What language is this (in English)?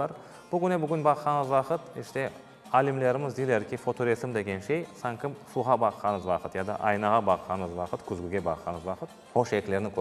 Crimean Tatar